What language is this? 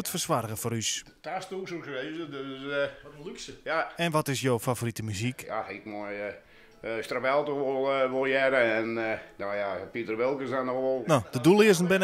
Western Frisian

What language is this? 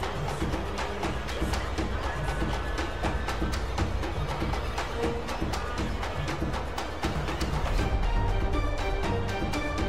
German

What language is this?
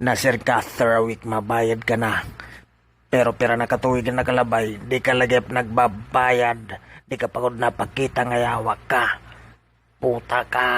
Waray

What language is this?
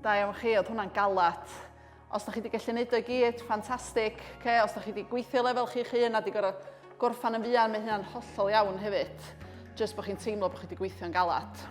Welsh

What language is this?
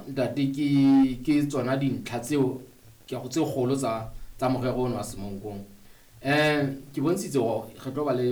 Southern Sotho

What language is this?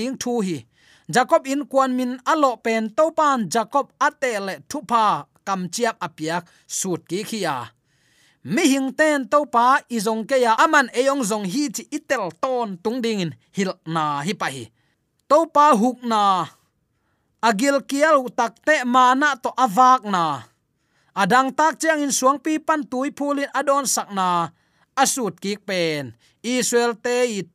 Tedim Chin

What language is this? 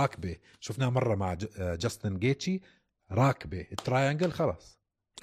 North Levantine Arabic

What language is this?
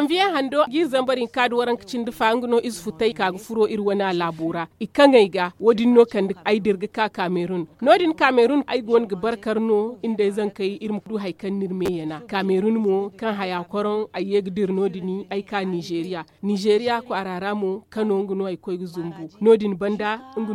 Zarma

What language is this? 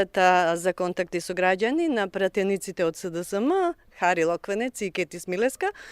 Macedonian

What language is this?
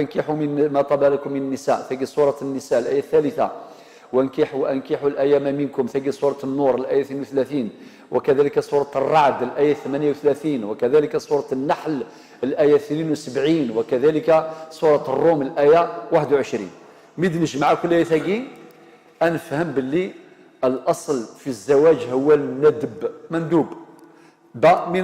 Algerian Arabic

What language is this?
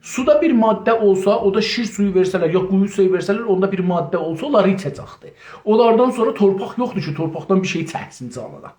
South Azerbaijani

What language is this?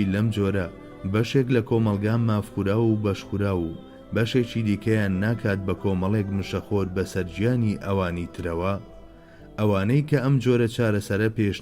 Central Kurdish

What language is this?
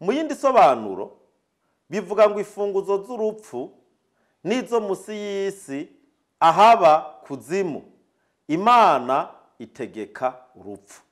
Rundi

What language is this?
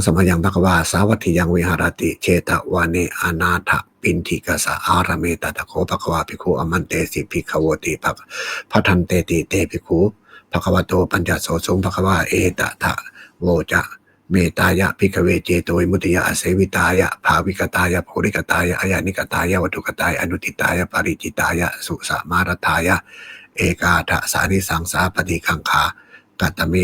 Pali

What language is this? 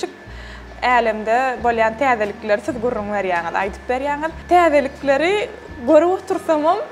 Turkmen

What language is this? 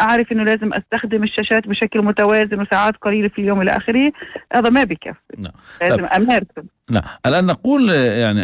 North Levantine Arabic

